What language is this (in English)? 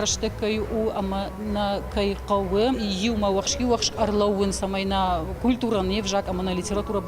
Ossetic